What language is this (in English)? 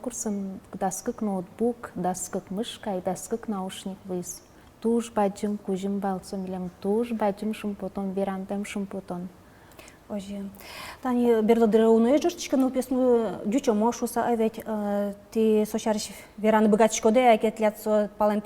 Udmurt